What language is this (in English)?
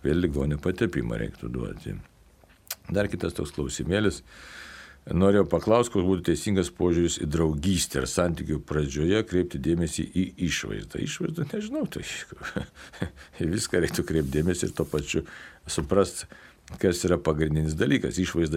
Lithuanian